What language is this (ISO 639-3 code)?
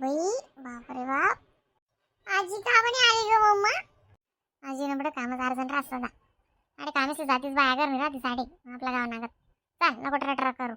khn